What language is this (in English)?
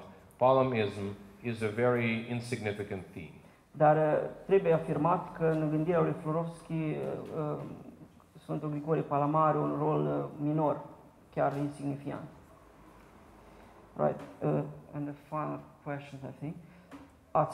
Romanian